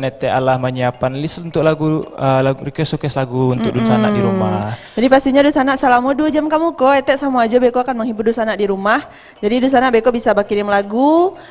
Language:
Minangkabau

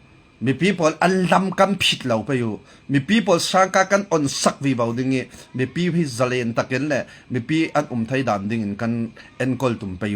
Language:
Falam Chin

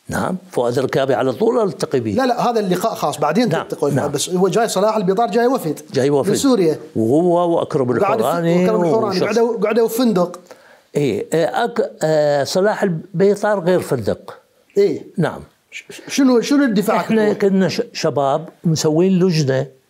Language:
Mesopotamian Arabic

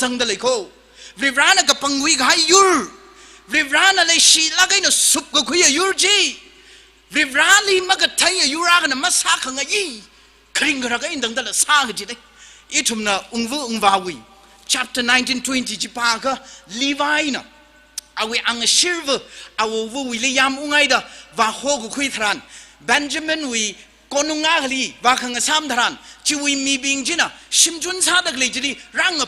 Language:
Tangkhul Naga (India)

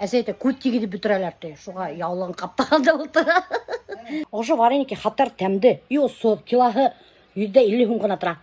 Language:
Bashkir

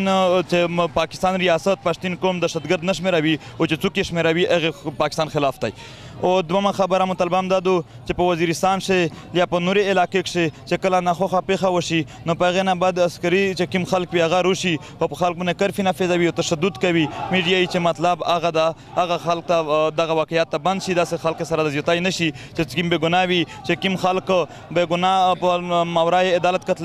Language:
Pashto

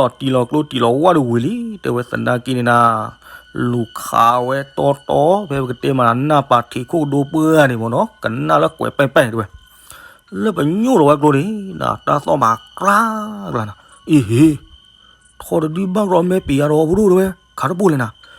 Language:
S'gaw Karen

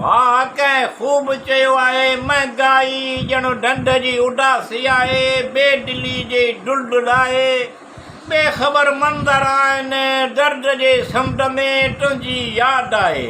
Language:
Sindhi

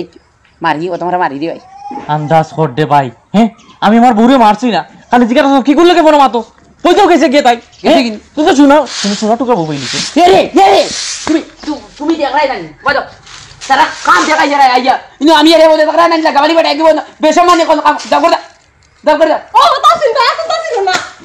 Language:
Sylheti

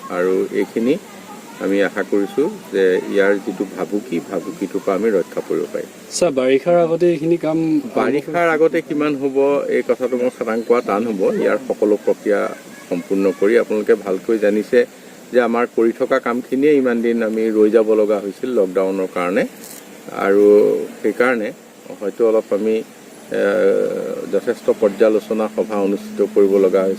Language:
Assamese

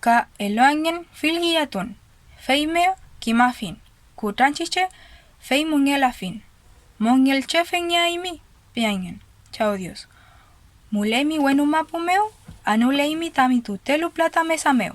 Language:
Mapuche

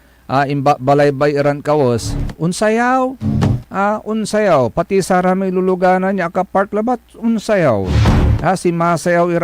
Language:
Pangasinan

